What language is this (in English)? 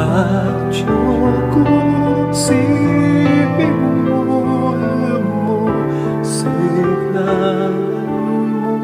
Pampanga